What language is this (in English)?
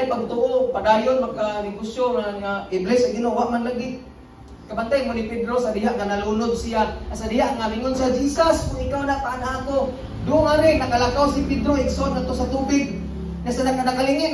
Cebuano